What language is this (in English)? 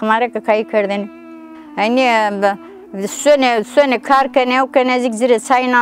Zaza